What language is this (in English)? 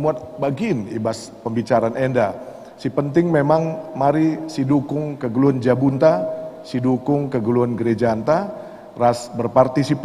Batak Karo